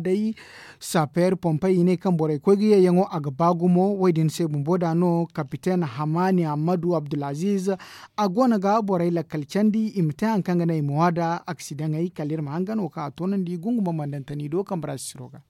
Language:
Zarma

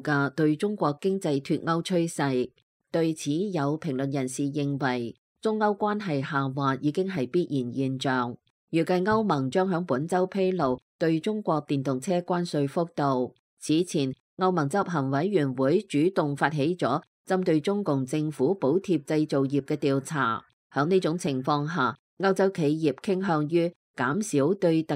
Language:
Cantonese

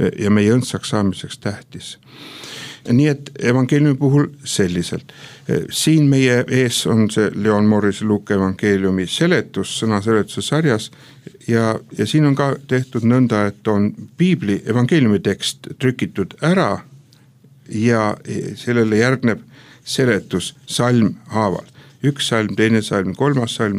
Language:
Estonian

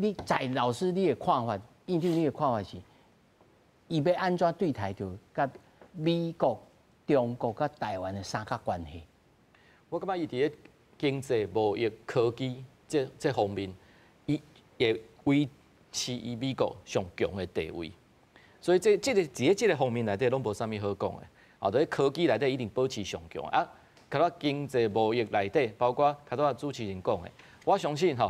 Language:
Min Nan Chinese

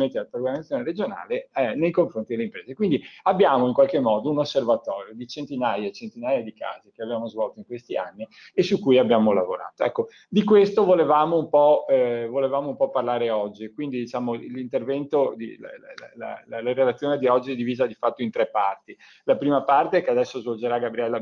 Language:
Italian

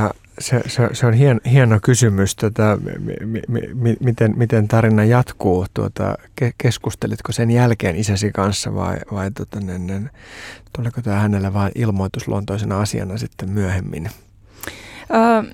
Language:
Finnish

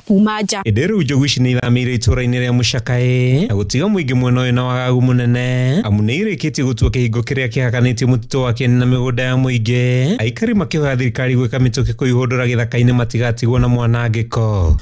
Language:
Kikuyu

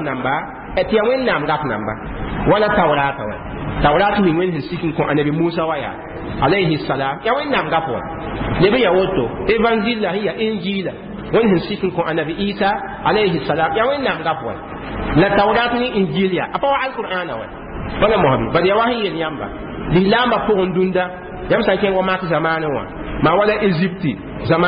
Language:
Mossi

